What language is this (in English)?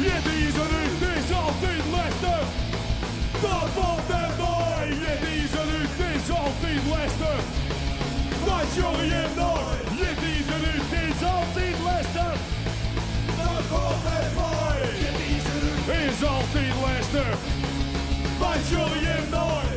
Western Frisian